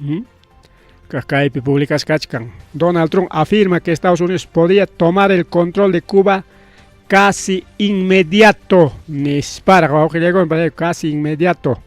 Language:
Ayacucho Quechua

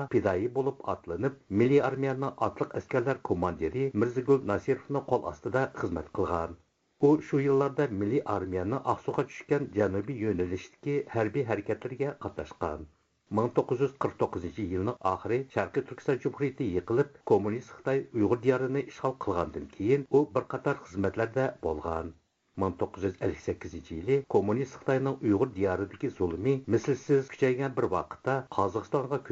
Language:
Uyghur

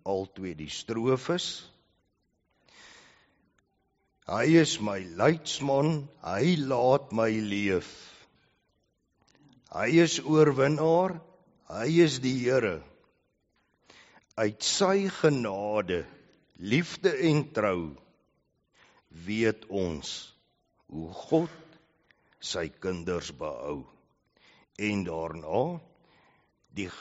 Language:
Afrikaans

